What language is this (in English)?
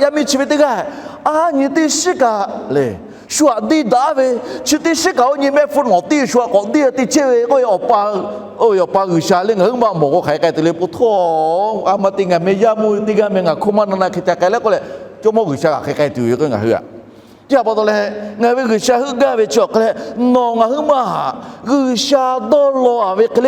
Lahu